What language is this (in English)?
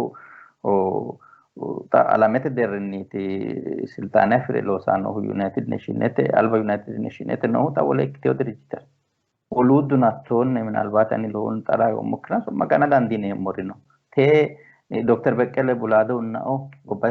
Sidamo